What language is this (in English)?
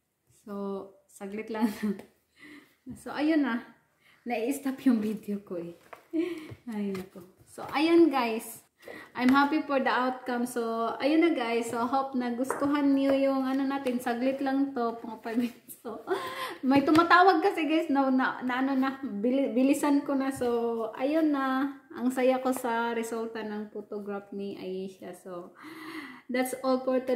Filipino